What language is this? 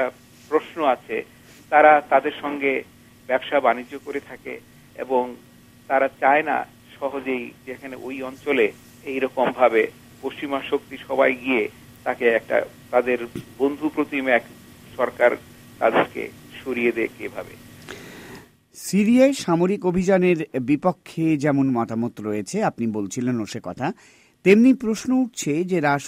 Bangla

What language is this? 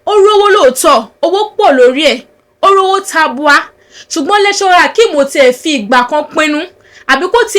Yoruba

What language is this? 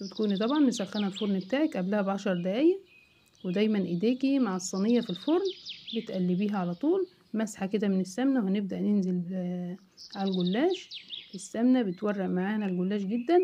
Egyptian Arabic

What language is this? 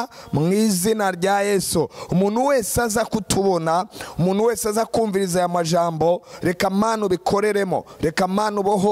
Rundi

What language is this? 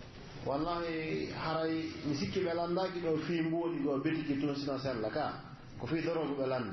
Pular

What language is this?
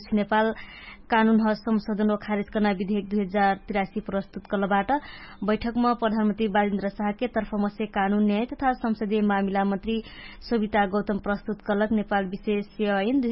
Dangaura Tharu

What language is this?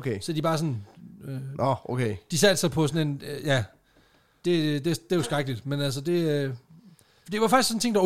Danish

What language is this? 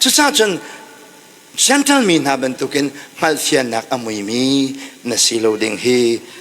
Hakha Chin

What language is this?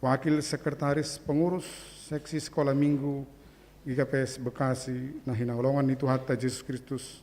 Batak Simalungun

